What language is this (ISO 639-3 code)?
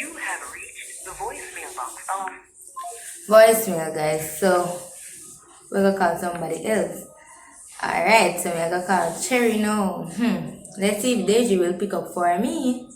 jam